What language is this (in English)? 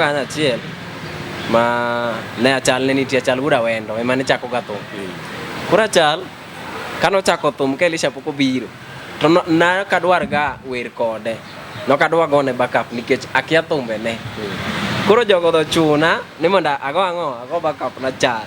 Luo (Kenya and Tanzania)